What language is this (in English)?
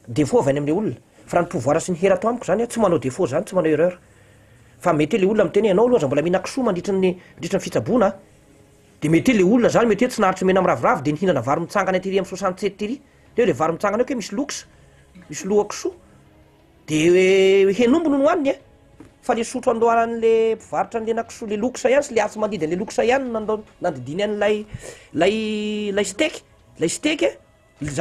Malagasy